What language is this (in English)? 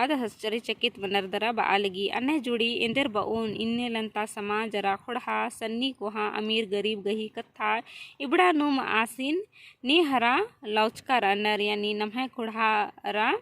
Kurukh